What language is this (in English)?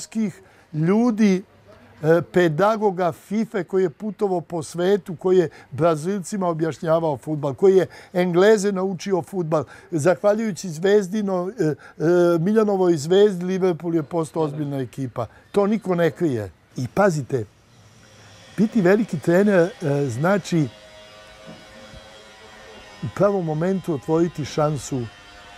Serbian